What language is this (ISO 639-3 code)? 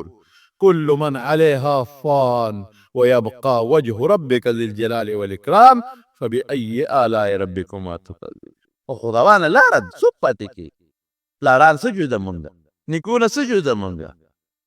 pus